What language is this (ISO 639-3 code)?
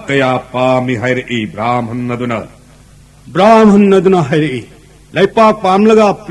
mni